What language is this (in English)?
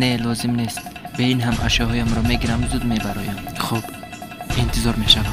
Tajik